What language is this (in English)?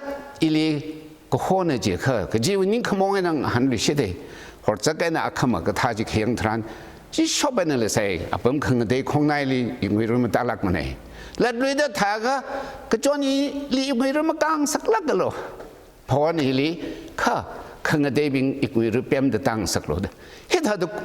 Tangkhul Naga (India)